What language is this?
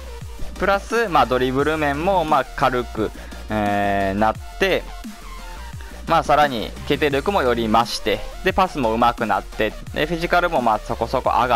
Japanese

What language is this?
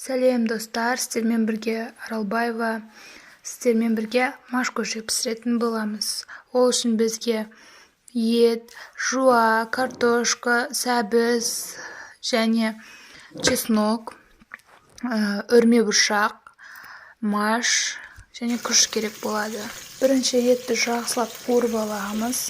Kazakh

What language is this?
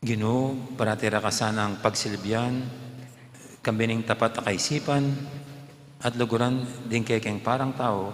Pampanga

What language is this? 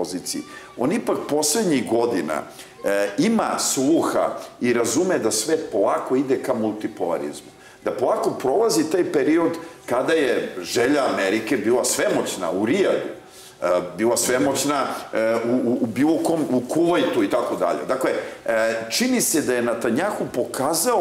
Serbian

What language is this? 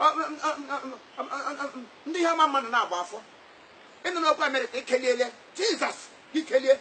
Igbo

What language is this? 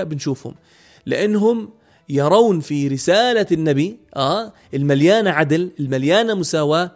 North Levantine Arabic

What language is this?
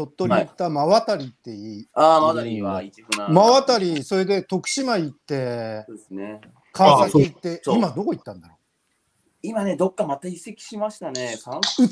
Japanese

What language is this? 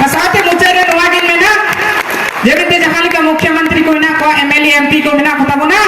Santali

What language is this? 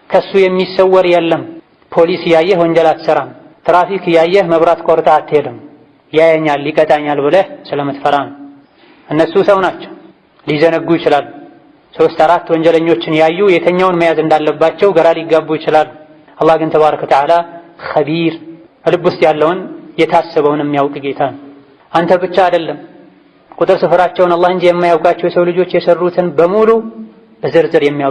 Amharic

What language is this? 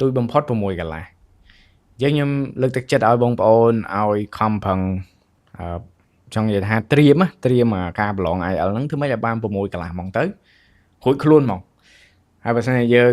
Khmer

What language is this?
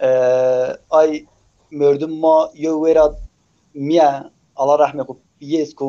Zaza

